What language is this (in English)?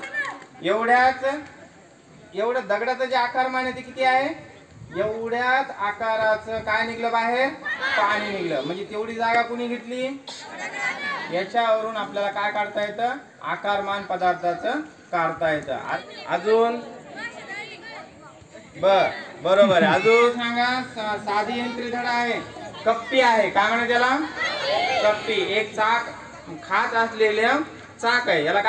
Marathi